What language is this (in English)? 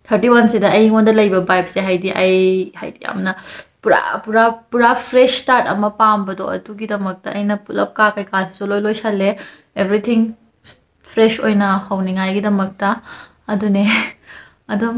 Manipuri